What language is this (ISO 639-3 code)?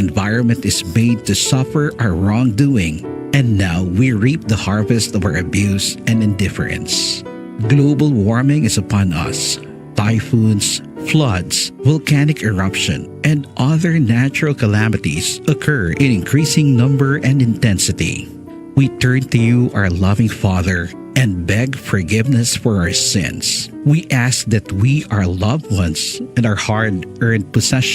war